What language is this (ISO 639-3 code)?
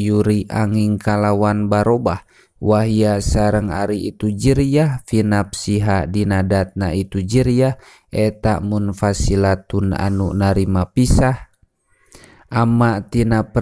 sun